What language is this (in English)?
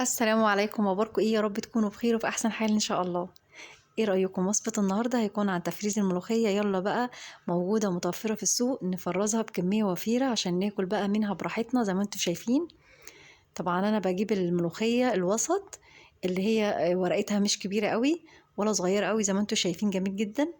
Egyptian Arabic